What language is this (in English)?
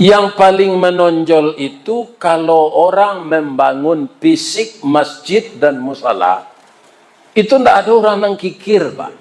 Minangkabau